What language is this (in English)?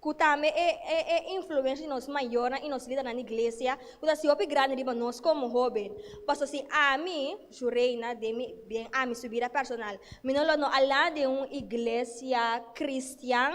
Papiamento